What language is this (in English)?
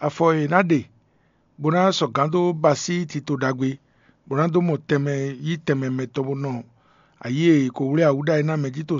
Fon